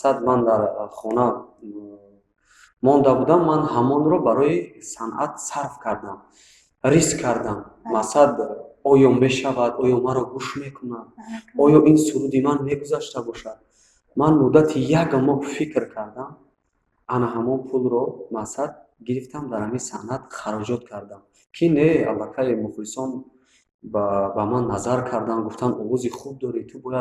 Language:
Tajik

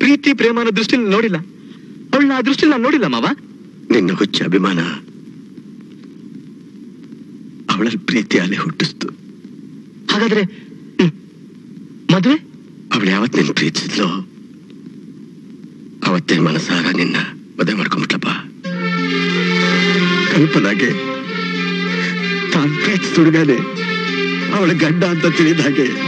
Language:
Kannada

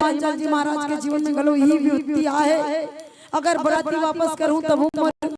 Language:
Chhattisgarhi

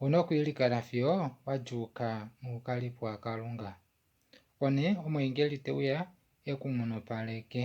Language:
Kuanyama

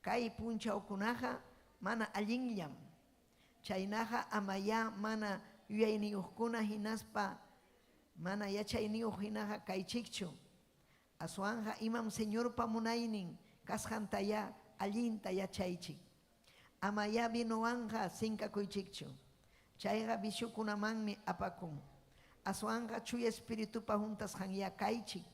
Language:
Ayacucho Quechua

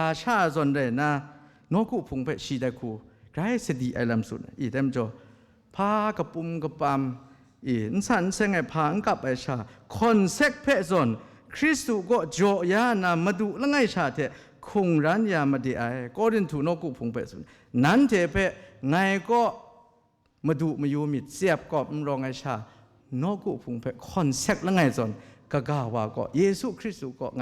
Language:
Kachin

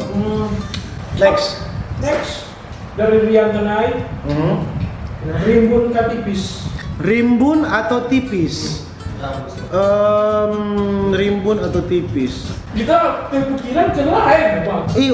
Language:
Manado Malay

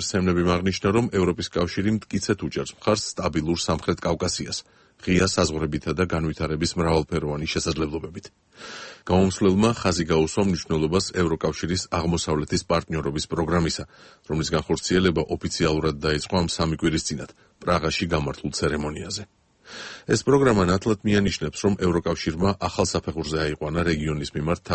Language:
Georgian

